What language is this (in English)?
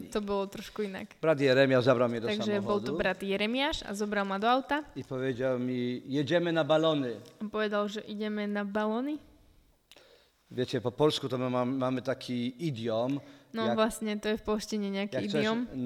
Slovak